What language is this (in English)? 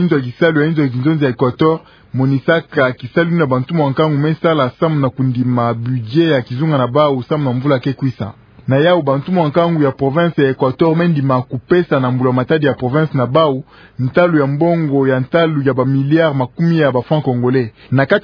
Kituba (Democratic Republic of Congo)